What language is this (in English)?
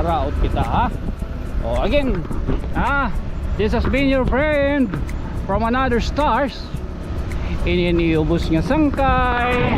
Waray